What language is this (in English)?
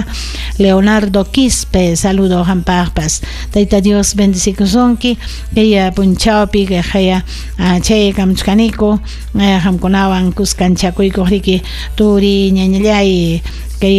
Ayacucho Quechua